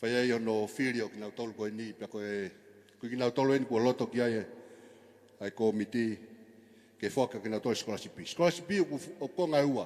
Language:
Tongan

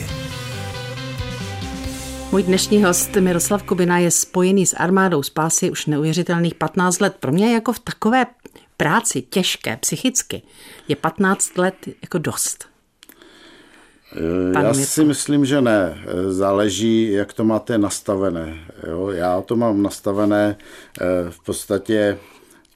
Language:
Czech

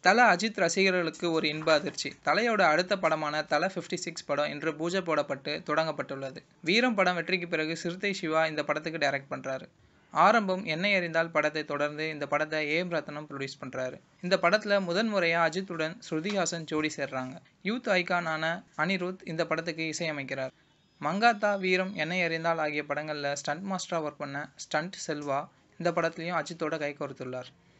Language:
Tamil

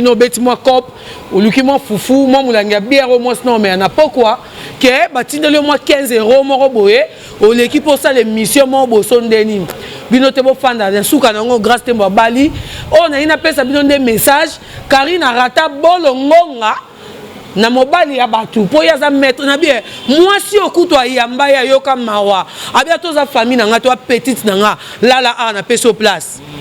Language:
Lingala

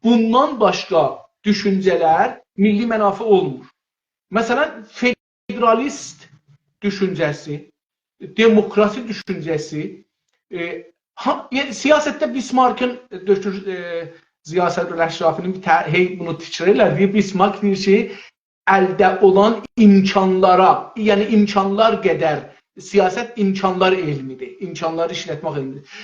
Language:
South Azerbaijani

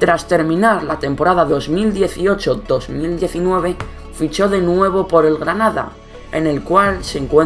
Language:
Spanish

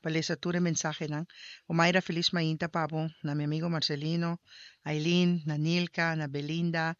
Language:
Papiamento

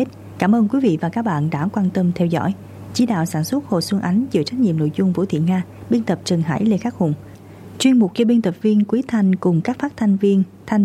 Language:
Vietnamese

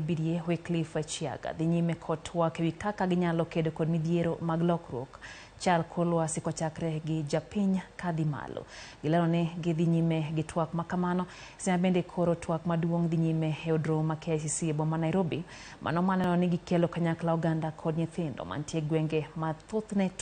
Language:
Luo (Kenya and Tanzania)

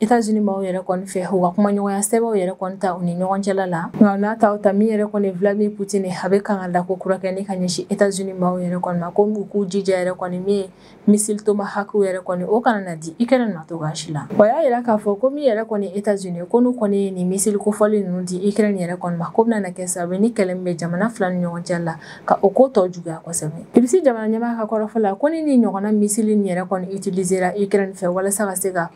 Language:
Bambara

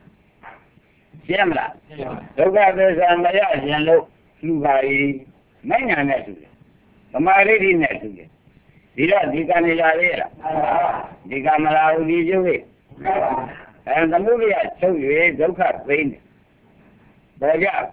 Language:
Burmese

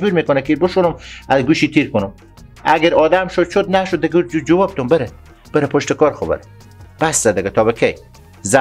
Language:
Persian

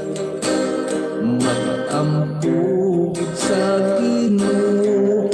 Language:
Hiligaynon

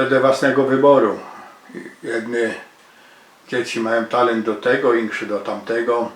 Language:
Silesian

